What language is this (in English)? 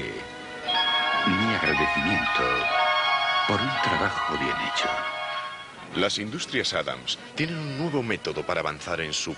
Spanish